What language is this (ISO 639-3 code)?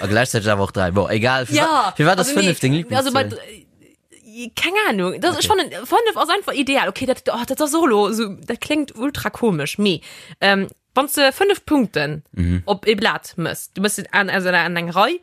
ltz